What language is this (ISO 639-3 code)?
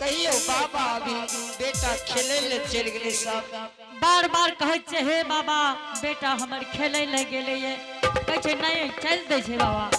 anp